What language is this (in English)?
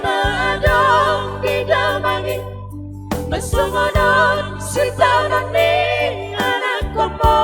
Batak Toba